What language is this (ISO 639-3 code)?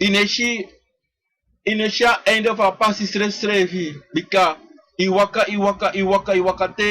srn